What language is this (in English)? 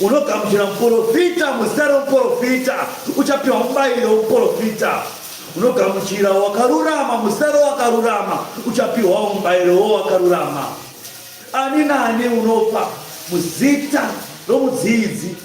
Shona